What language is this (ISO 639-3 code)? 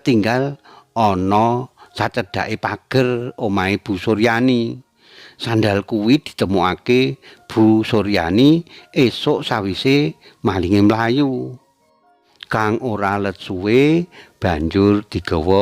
jav